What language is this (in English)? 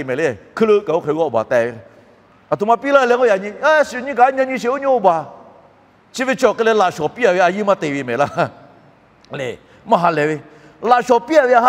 Lahu